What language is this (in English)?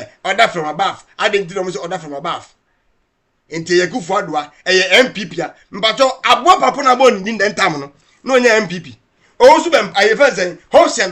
Akan